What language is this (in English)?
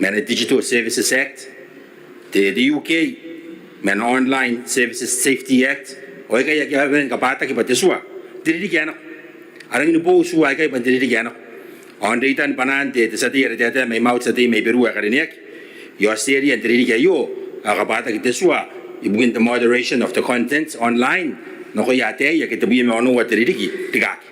Gilbertese